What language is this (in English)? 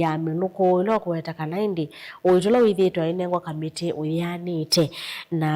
Kamba